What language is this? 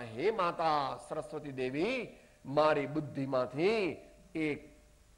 Gujarati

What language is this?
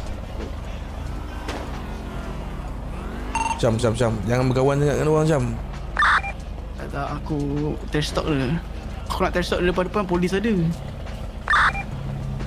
Malay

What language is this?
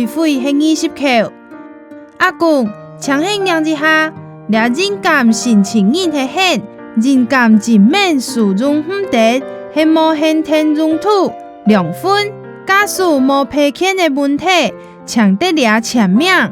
Hakka Chinese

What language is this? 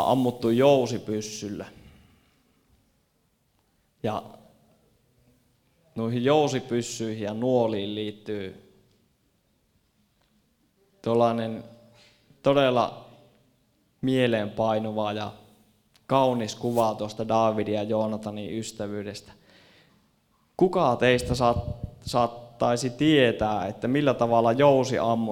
Finnish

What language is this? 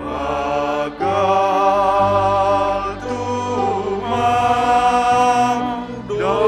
Batak Simalungun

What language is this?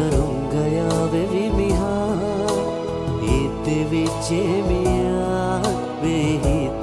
Divehi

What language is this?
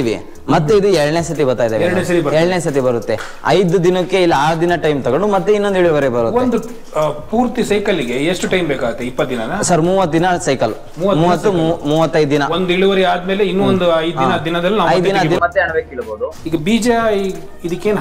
Kannada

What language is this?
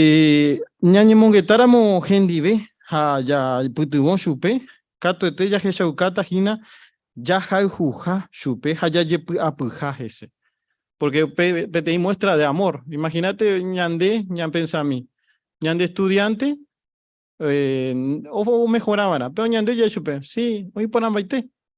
Guarani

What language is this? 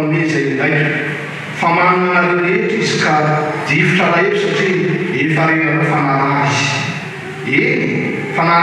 Malagasy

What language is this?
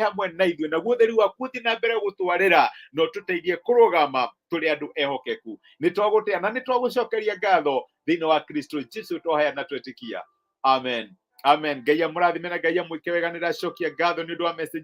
Kikuyu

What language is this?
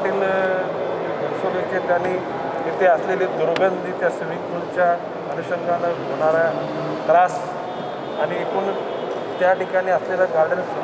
Marathi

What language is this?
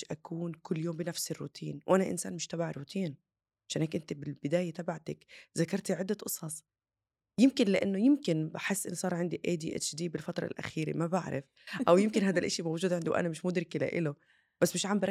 North Levantine Arabic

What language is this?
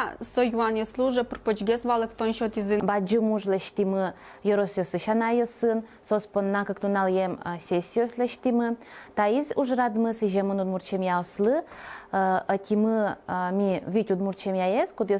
Udmurt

